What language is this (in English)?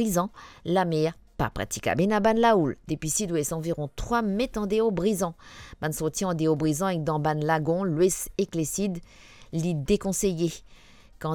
Morisyen